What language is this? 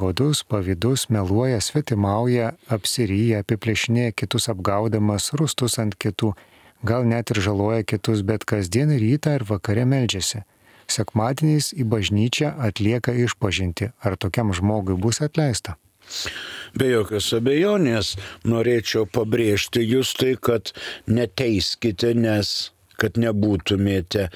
Lithuanian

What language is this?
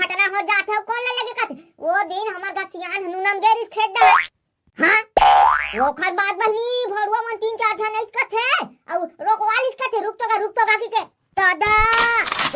Chhattisgarhi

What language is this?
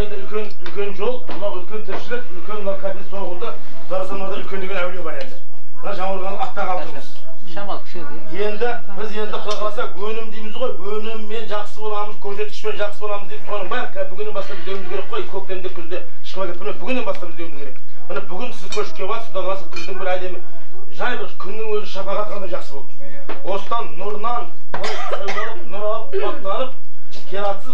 Kazakh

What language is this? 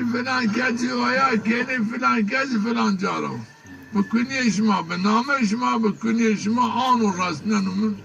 Zaza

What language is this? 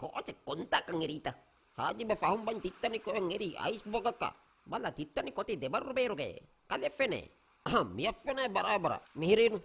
Divehi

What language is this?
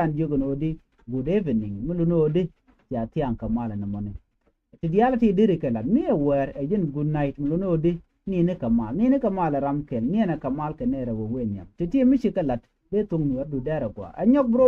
Nuer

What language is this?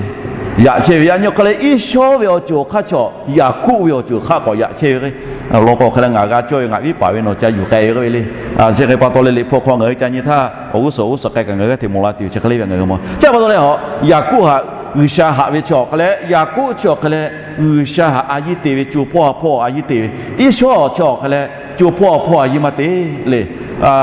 Lahu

